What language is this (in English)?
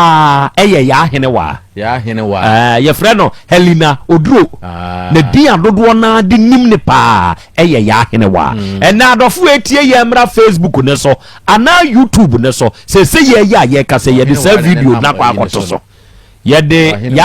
Akan